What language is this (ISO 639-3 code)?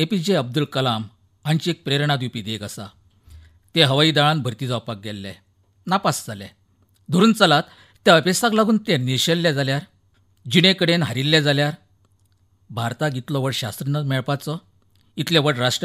kok